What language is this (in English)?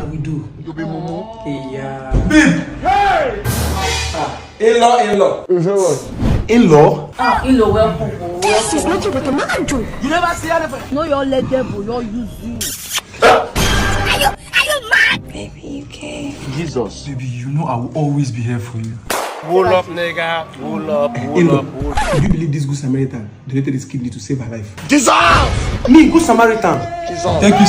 Nigerian Pidgin